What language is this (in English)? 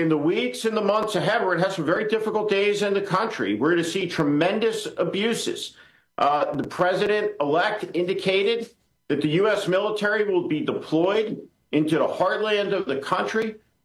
English